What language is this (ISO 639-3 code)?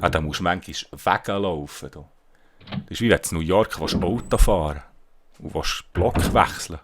gsw